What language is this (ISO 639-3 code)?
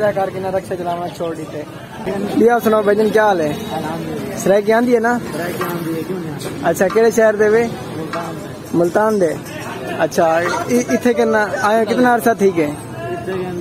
skr